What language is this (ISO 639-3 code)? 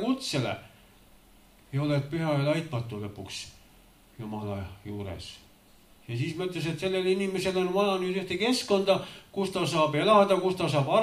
est